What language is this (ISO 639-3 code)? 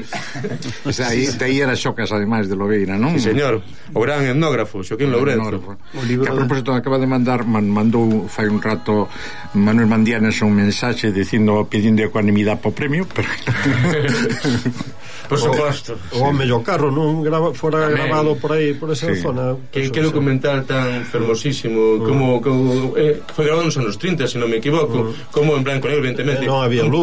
glg